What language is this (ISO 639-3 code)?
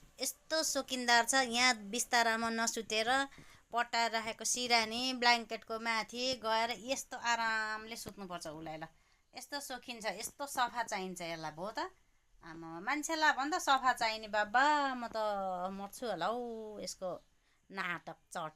nep